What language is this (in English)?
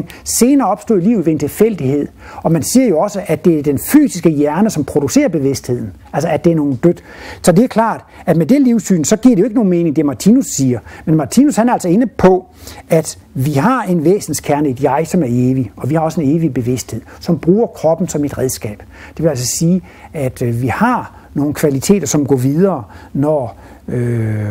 Danish